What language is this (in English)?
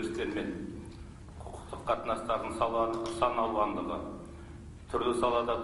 Kazakh